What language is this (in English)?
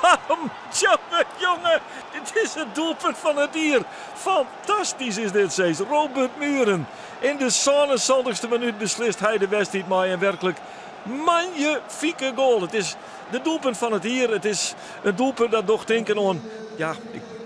Western Frisian